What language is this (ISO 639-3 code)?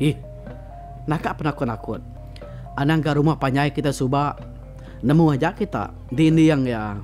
iba